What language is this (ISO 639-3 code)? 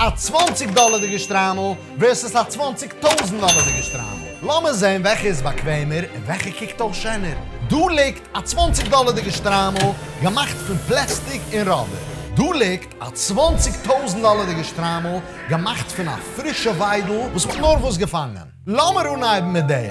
yid